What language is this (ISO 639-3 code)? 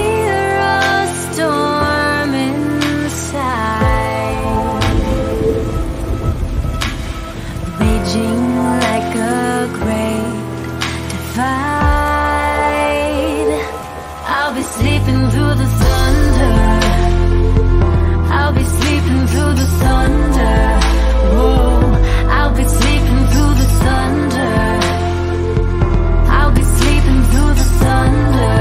eng